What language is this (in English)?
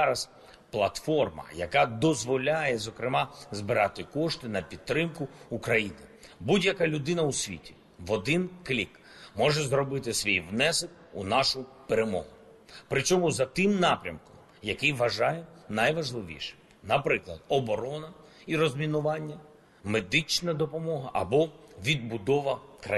Ukrainian